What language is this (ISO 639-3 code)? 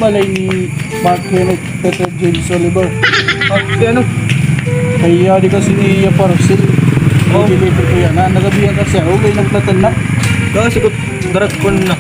war